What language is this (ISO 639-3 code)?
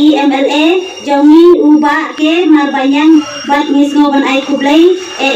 kha